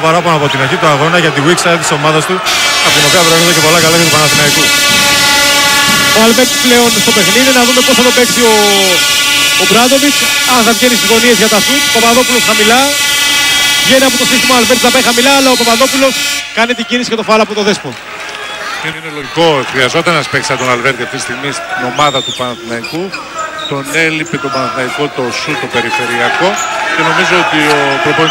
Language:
Greek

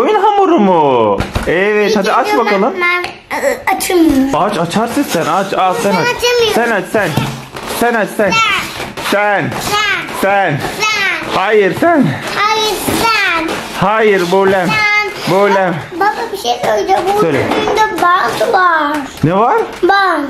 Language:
Turkish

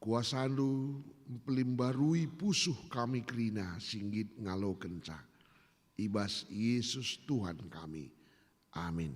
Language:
Batak Karo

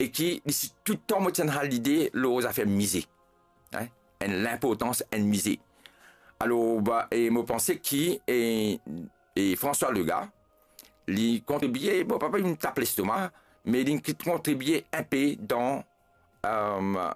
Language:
Morisyen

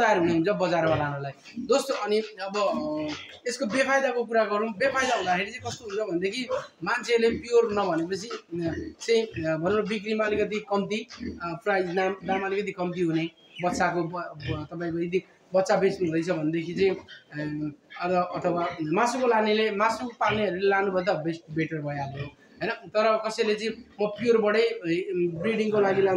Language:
Nepali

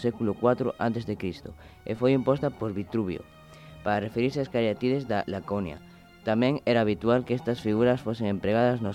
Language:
Galician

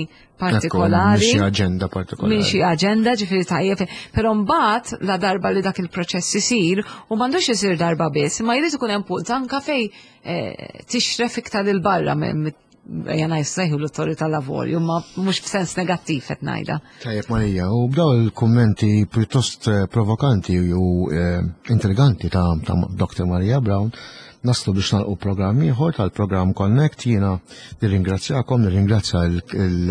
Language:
Maltese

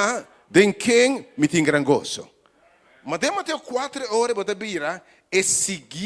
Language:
Papiamento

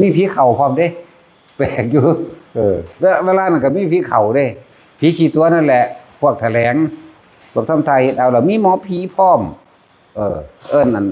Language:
Northeastern Thai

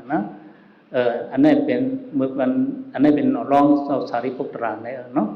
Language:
Shan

